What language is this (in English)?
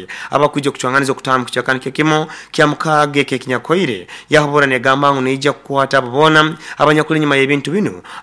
Nyoro